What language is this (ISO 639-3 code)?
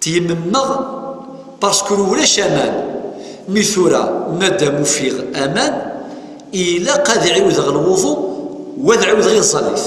kab